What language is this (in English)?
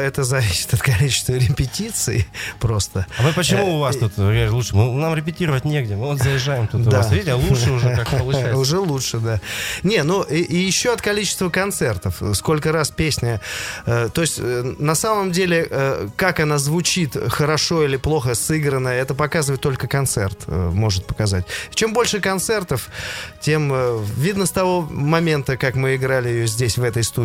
Russian